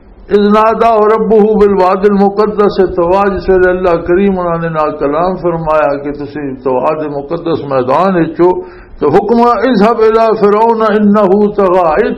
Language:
Western Panjabi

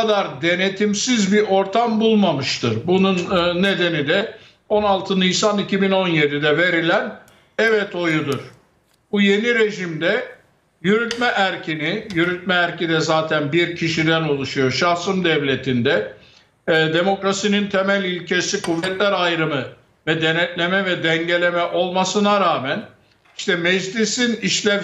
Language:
Turkish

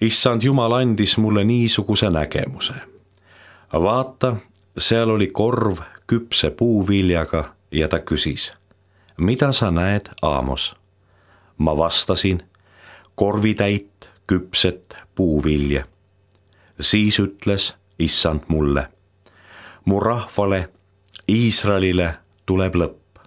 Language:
Estonian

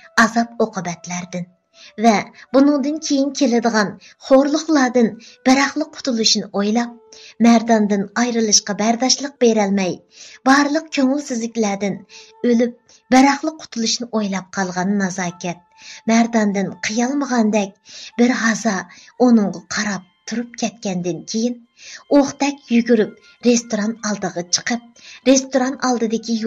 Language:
Uyghur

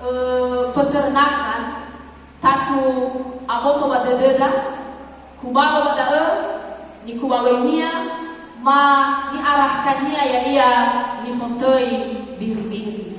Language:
Nias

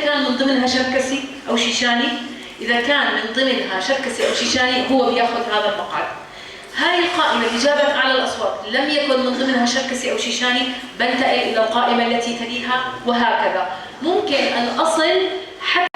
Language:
North Levantine Arabic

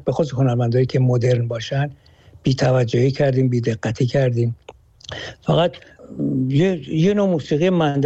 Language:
Persian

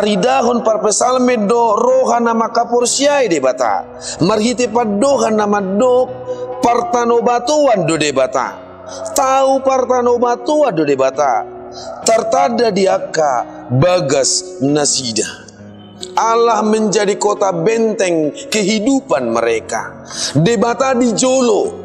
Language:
Batak Toba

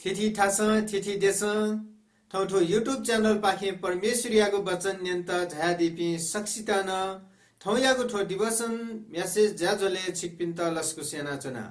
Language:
Newari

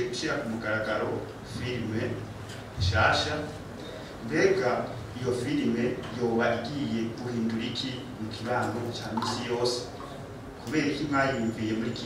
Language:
Rundi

